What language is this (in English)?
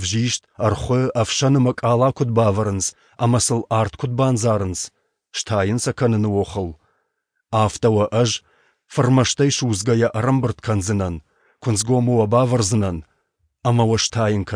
Ossetic